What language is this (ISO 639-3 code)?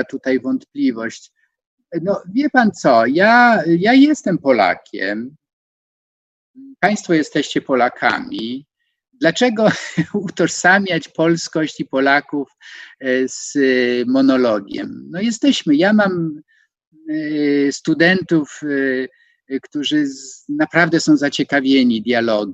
pol